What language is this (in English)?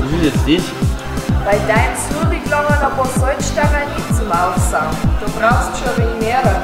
Bavarian